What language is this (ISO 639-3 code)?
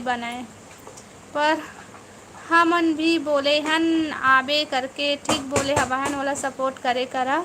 hne